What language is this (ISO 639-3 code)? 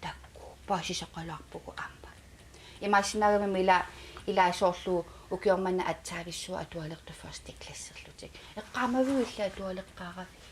kal